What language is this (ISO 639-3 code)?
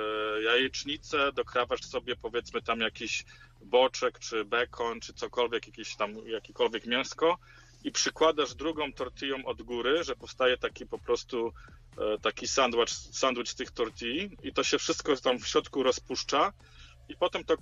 pol